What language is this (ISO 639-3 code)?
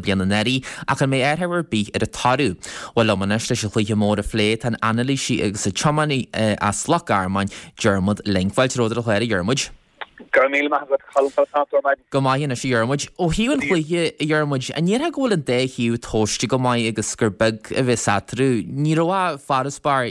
gle